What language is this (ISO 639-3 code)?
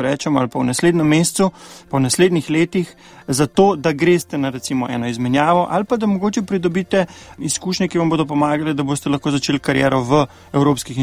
slv